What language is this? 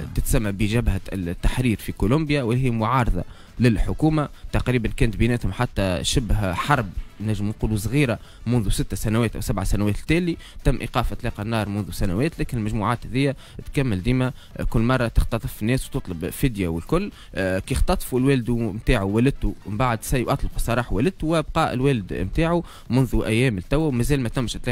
Tunisian Arabic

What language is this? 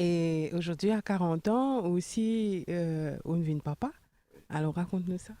Morisyen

